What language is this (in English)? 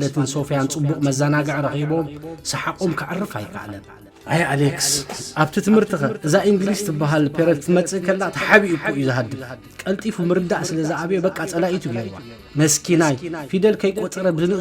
Tigrinya